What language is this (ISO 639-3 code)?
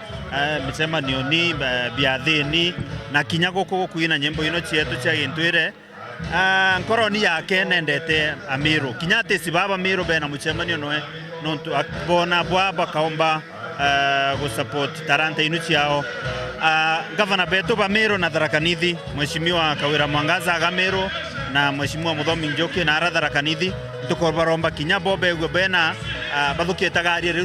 mer